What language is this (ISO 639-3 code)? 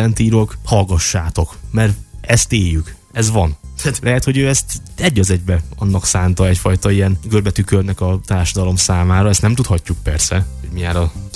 hun